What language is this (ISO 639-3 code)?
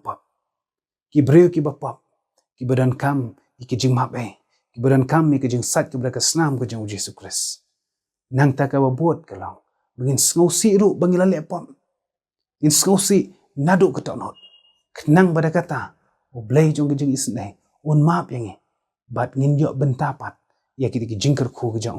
kha